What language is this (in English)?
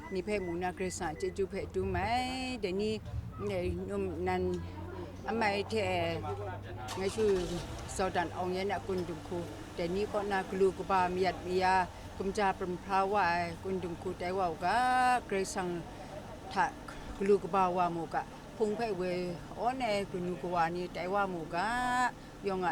Kachin